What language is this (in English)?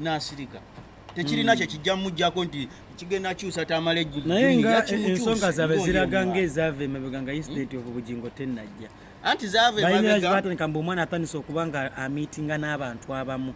Ganda